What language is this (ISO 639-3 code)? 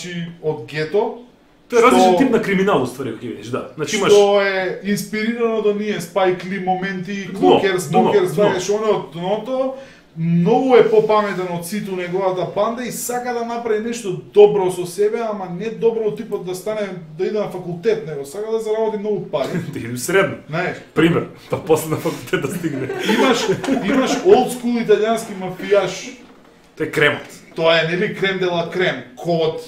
mkd